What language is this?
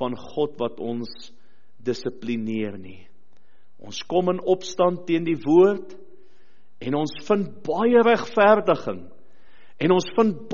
Afrikaans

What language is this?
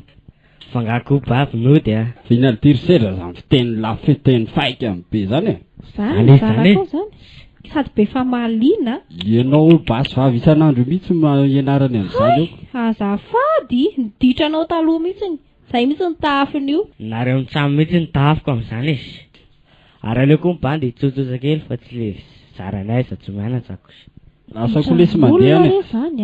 Malagasy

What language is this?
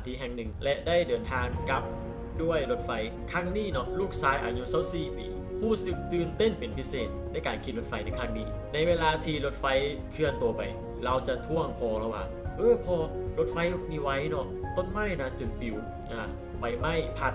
Lao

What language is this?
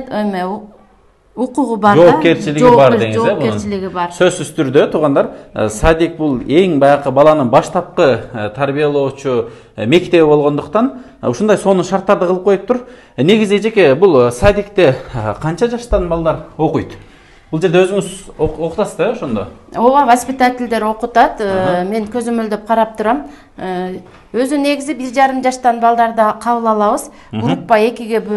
Kyrgyz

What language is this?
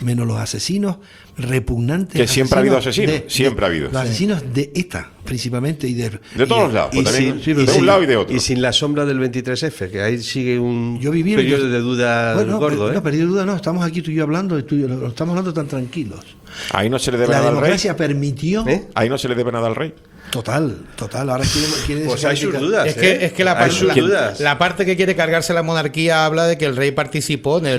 Spanish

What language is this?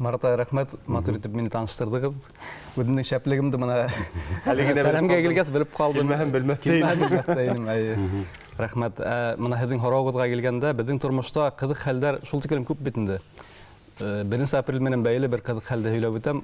Bashkir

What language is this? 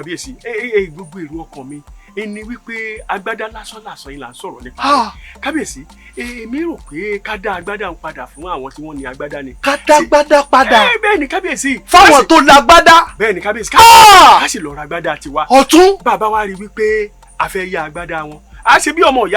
Yoruba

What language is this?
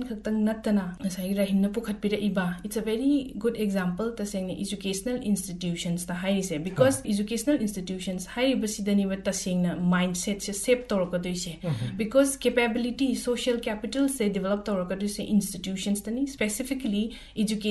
Manipuri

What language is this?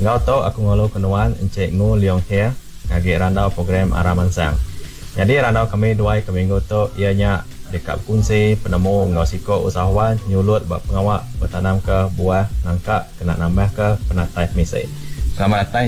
Iban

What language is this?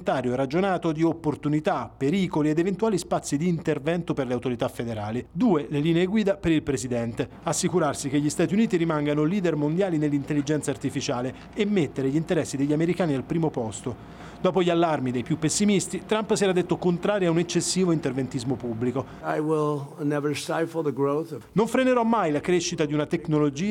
Italian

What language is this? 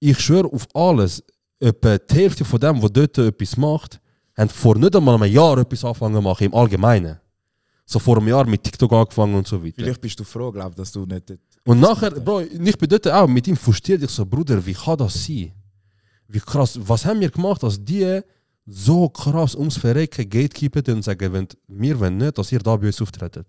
Swiss German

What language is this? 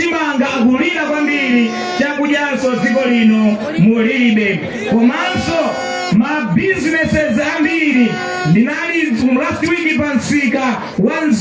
Nyanja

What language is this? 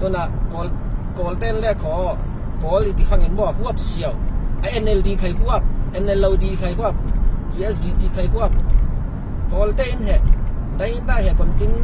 Falam Chin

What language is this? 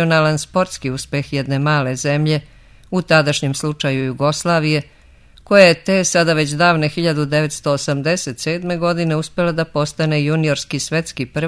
Serbian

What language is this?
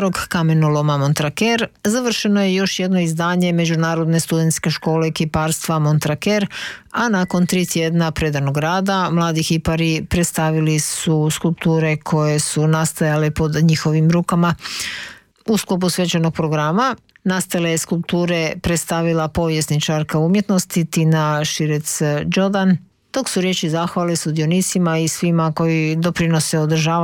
Croatian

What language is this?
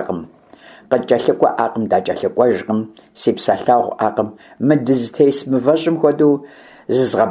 Kabardian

